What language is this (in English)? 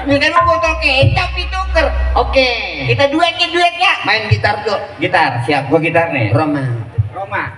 Betawi